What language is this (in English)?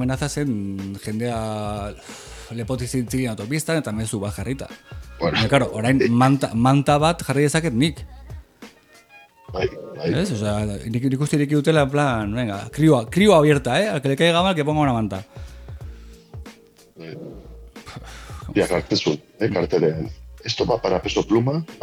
Basque